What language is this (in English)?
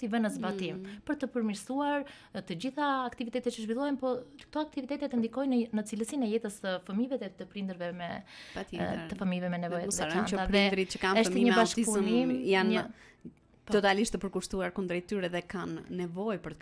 Albanian